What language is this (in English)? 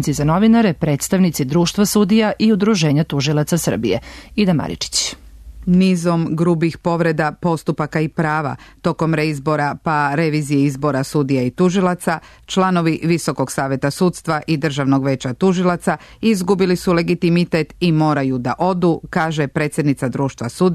Serbian